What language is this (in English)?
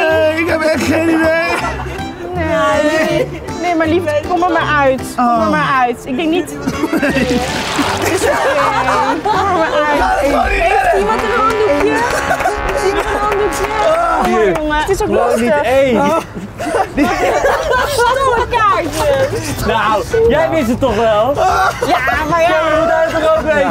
Dutch